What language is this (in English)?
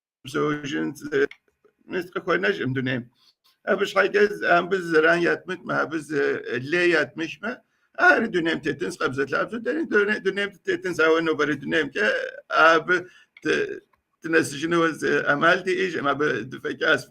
Kabardian